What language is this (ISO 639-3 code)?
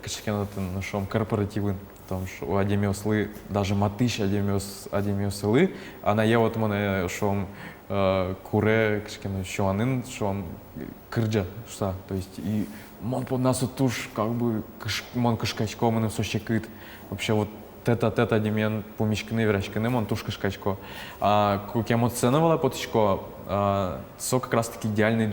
udm